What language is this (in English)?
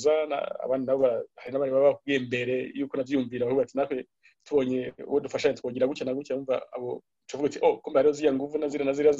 Rundi